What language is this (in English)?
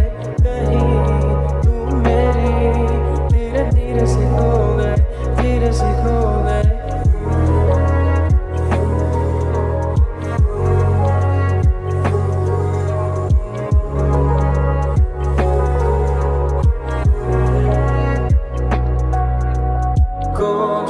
Hindi